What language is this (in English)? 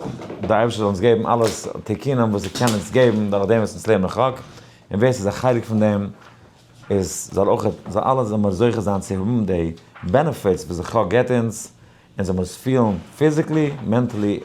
Yiddish